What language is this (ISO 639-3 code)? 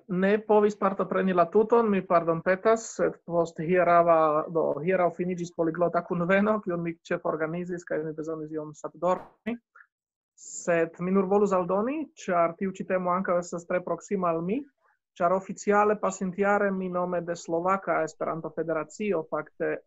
epo